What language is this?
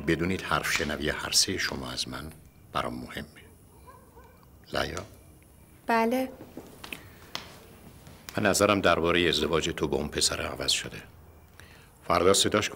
Persian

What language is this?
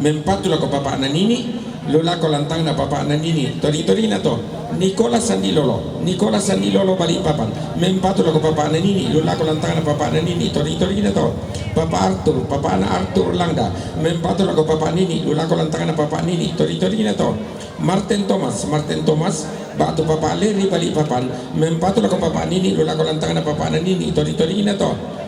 Toraja-Sa'dan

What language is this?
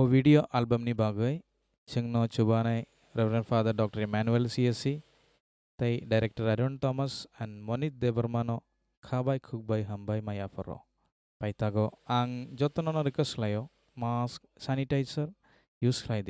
Kok Borok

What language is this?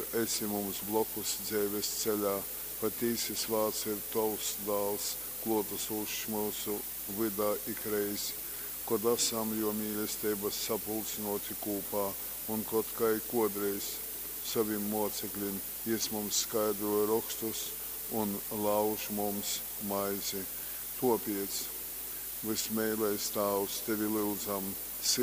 Latgalian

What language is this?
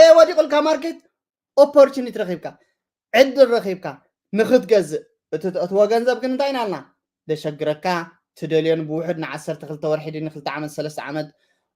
Tigrinya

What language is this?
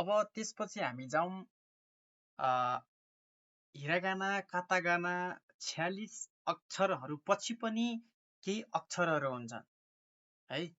Nepali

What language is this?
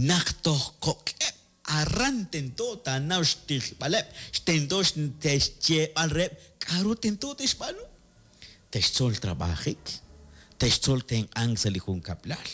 Kekchí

